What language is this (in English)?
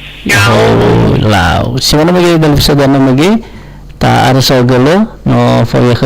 Nias